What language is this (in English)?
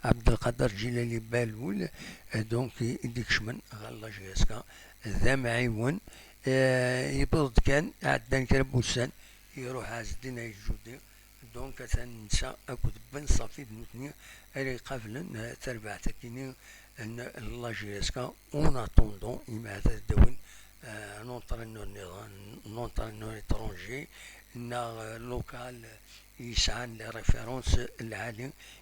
Kabyle